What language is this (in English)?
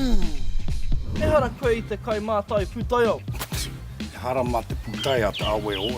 Māori